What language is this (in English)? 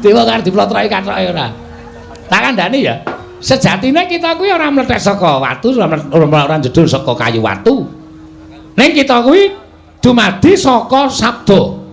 Javanese